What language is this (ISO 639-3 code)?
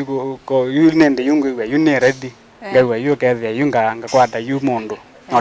kam